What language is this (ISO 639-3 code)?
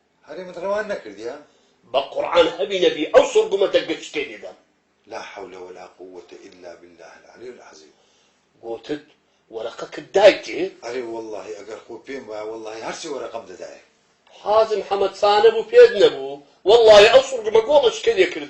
ckb